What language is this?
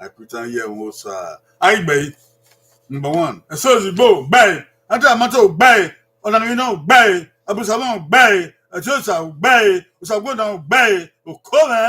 Bini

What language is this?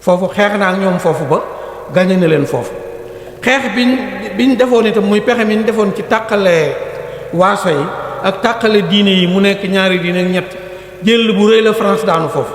Wolof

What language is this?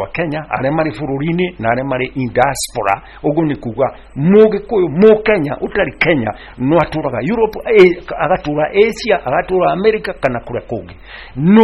Kikuyu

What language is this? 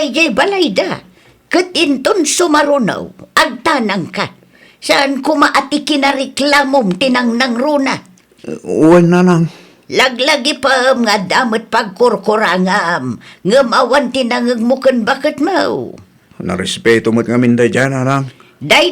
Iloko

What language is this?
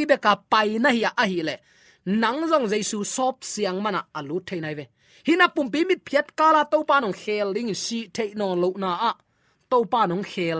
Tedim Chin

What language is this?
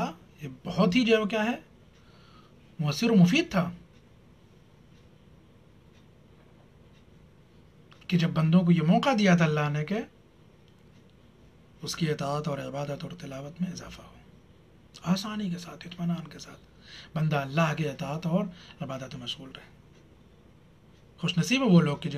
Urdu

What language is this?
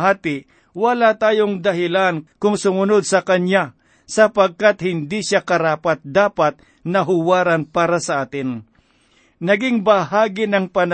Filipino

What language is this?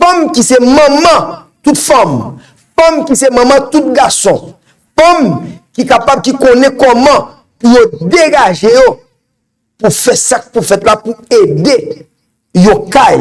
Haitian Creole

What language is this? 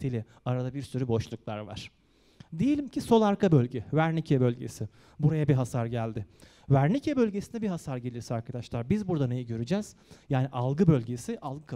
Turkish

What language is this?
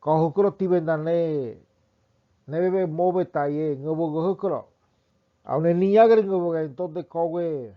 Ngäbere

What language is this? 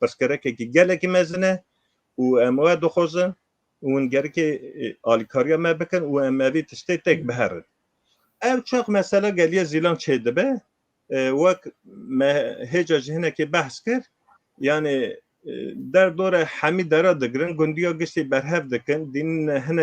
Kurdish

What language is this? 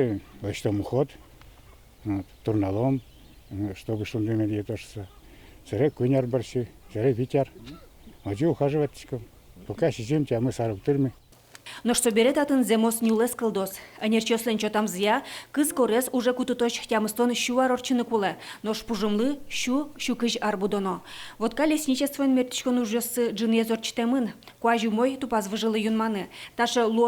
Udmurt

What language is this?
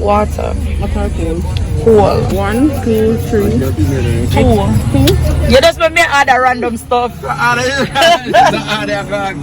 Jamaican Creole English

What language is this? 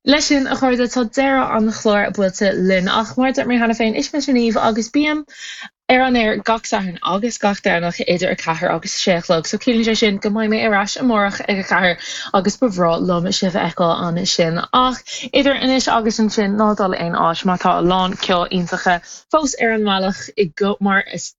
Irish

